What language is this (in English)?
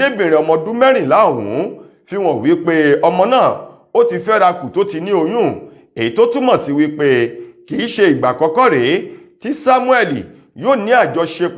Yoruba